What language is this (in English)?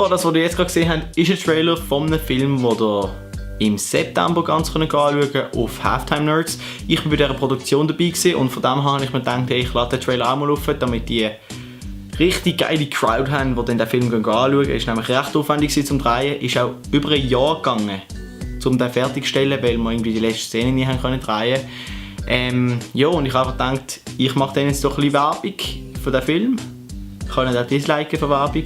Swiss German